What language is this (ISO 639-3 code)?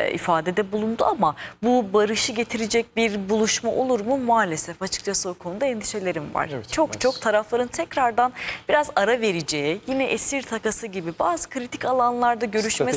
tur